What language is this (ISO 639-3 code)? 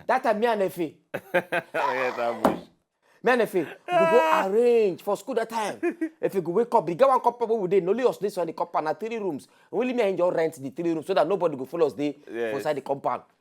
pcm